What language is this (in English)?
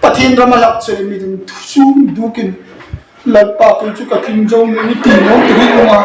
Hmar